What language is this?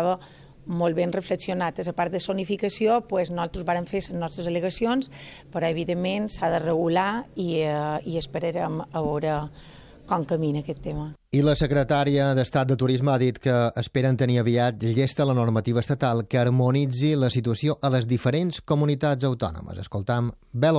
Catalan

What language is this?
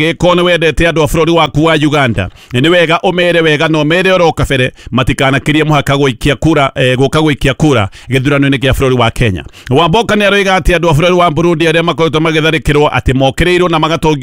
Kikuyu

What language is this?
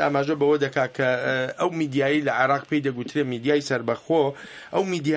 Central Kurdish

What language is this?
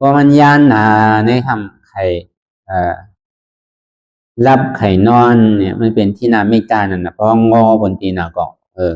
Shan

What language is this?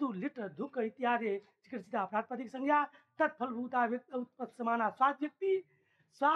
Sanskrit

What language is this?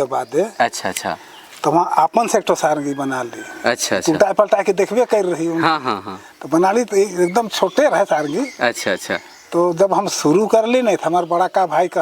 Sadri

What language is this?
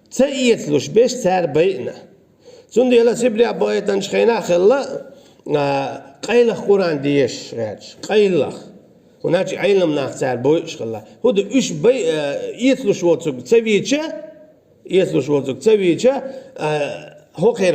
Chechen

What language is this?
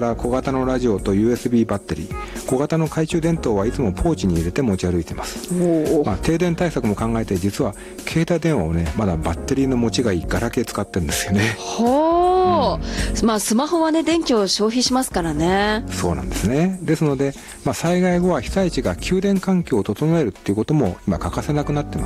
Japanese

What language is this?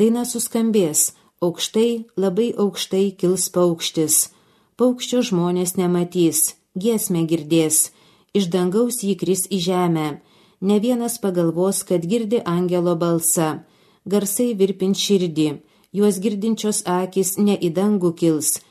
Lithuanian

